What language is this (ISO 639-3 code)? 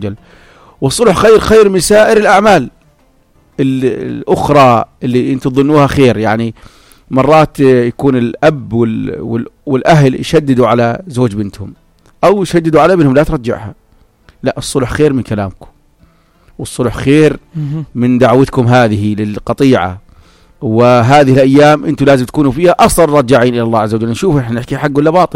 apc